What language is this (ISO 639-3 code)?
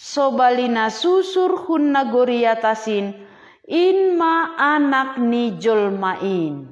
bts